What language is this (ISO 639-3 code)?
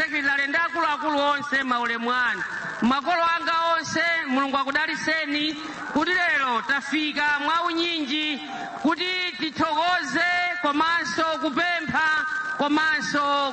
nya